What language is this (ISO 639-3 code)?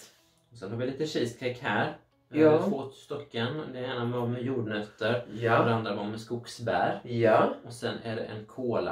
swe